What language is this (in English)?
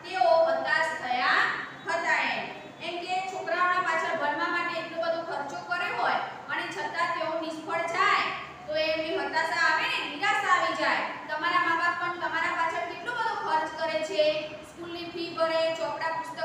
Gujarati